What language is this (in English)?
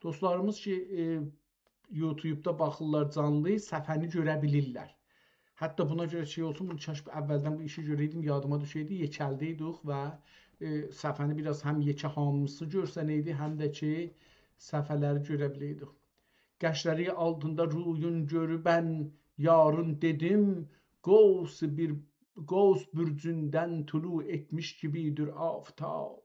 South Azerbaijani